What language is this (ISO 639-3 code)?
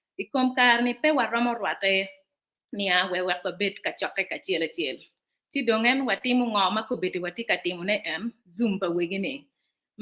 ach